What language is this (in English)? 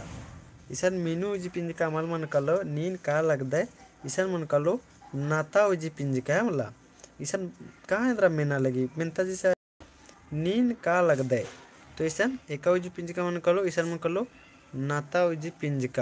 Kurukh